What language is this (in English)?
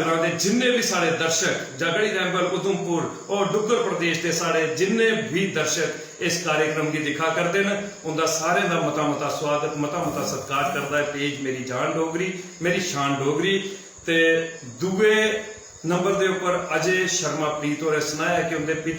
Dogri